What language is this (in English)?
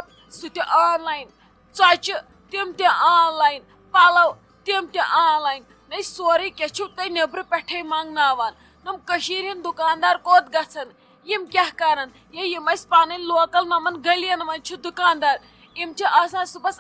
Kashmiri